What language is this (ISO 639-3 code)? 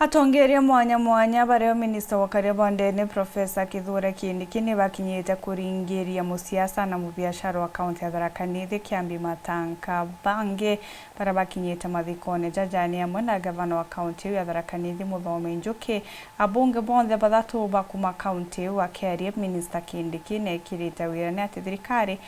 mer